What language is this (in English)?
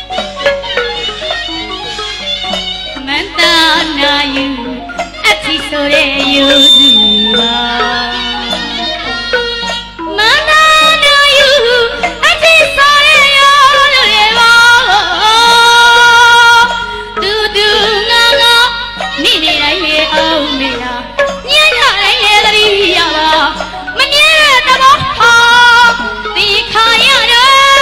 Burmese